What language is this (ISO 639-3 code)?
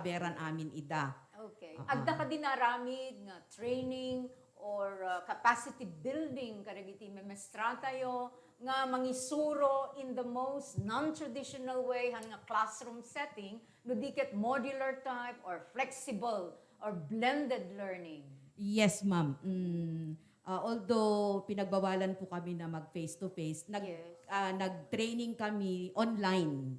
ilo